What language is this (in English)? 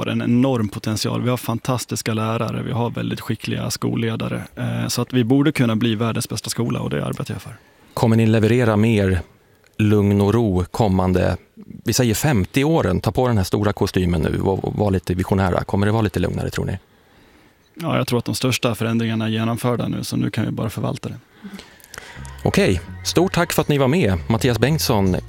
Swedish